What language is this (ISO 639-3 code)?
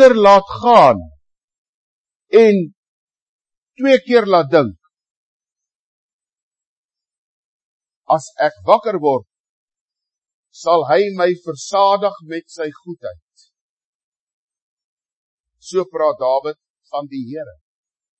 afr